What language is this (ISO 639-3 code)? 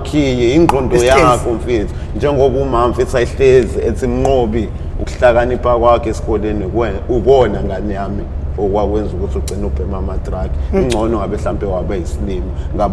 zul